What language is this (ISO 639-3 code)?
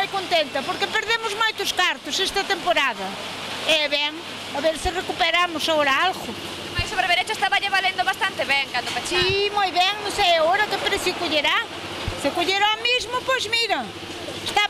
glg